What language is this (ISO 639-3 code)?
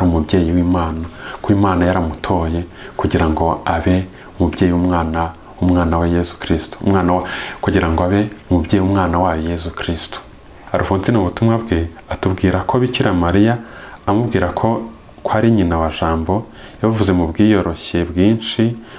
kin